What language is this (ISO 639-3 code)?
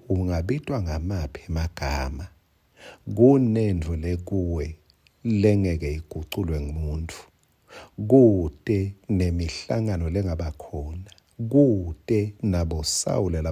ssw